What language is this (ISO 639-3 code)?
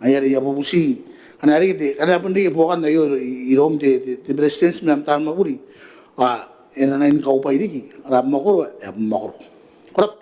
gil